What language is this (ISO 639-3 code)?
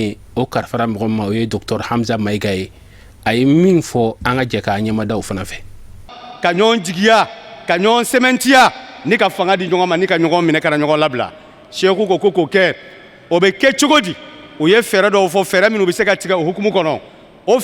bam